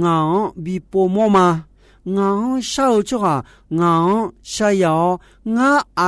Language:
Akha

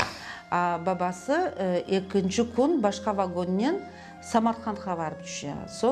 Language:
Crimean Tatar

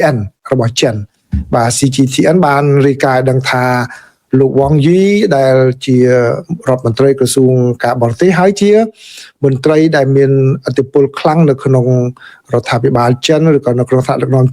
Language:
Khmer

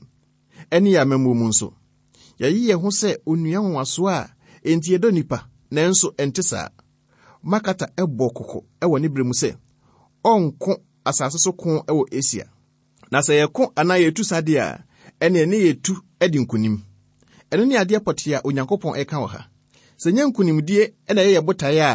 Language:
Akan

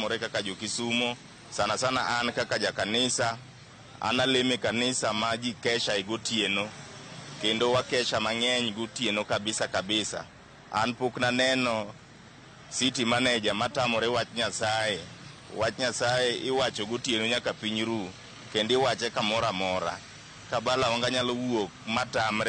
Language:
Luo (Kenya and Tanzania)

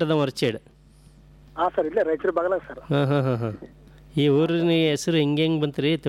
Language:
Kannada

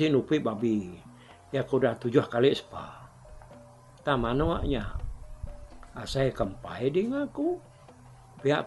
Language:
Iban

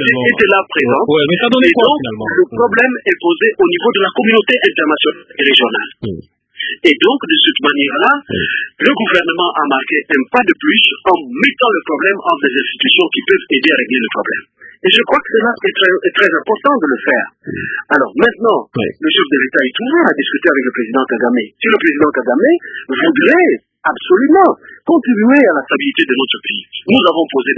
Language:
French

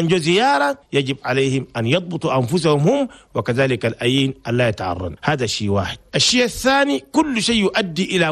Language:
Chadian Arabic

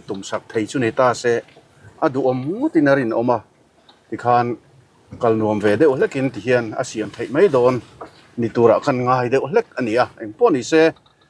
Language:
Mizo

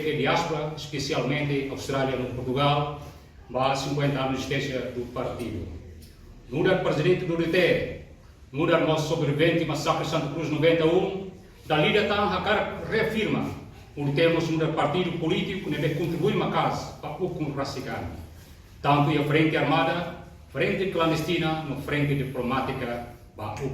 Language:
Tetum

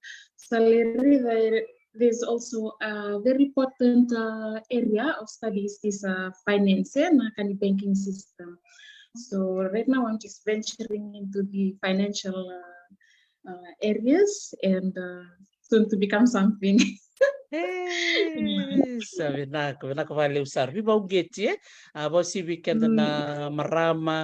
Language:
Fijian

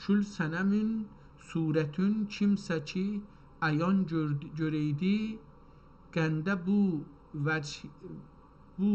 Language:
South Azerbaijani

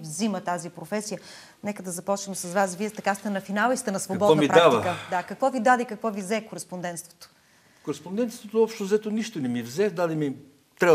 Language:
Bulgarian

